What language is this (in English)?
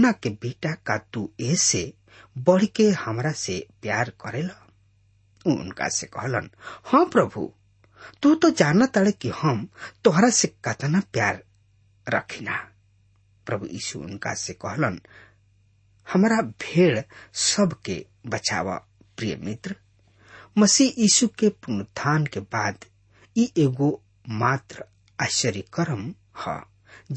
Bhojpuri